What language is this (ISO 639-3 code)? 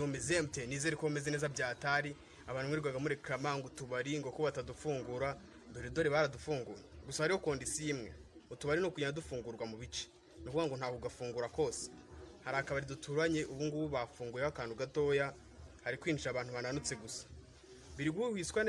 kin